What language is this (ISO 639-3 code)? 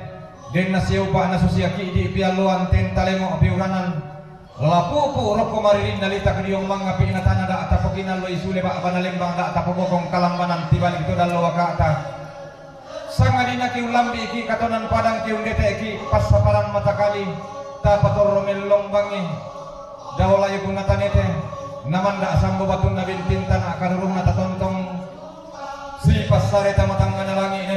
sda